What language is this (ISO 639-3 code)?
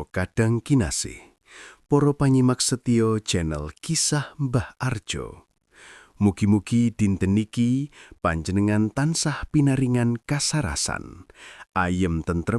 jav